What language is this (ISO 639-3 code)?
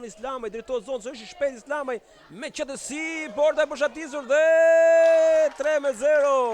sqi